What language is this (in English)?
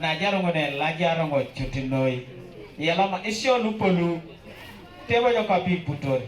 Teso